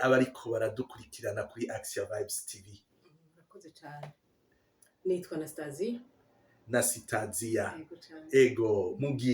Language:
Rundi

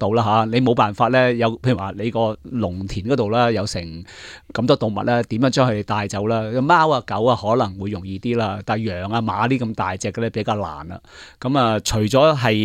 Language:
Cantonese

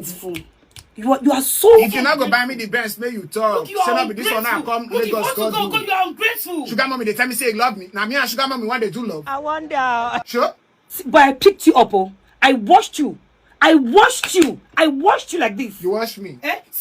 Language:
Nigerian Pidgin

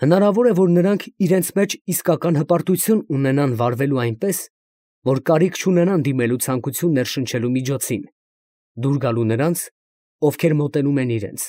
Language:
Armenian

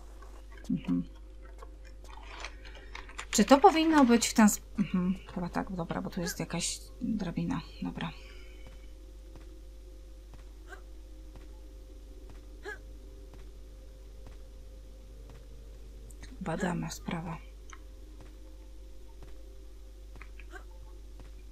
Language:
Polish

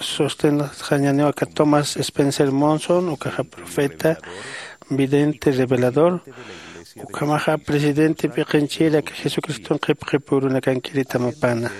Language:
Aymara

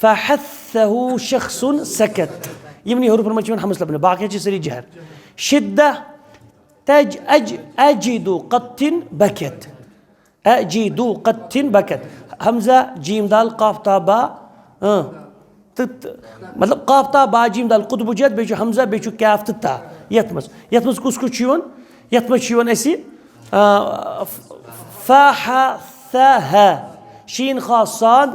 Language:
Kashmiri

